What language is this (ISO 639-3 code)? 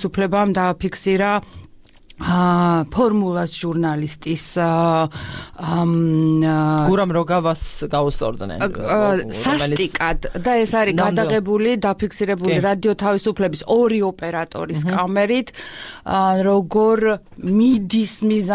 kat